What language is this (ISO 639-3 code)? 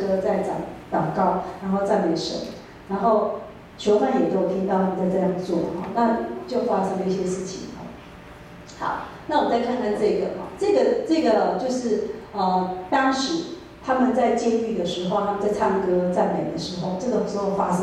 zho